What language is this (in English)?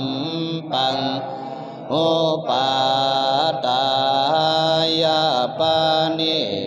Pali